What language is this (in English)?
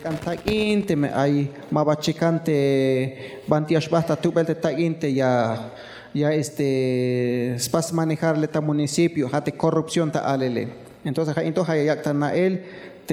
Tzeltal